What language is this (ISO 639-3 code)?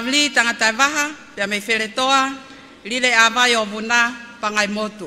ton